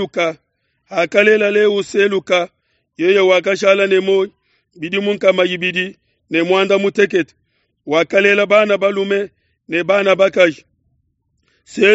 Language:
Luba-Lulua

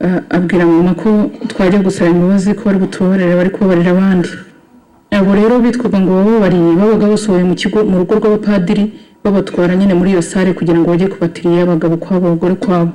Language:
Kinyarwanda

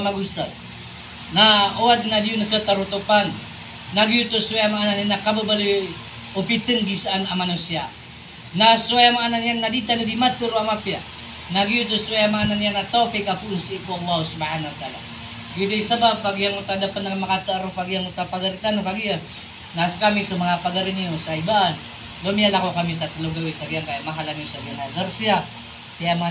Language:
Maranao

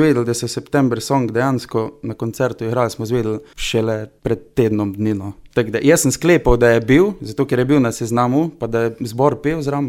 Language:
Slovenian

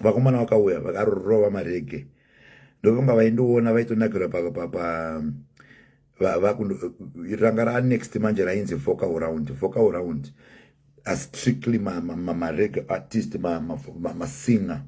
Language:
Shona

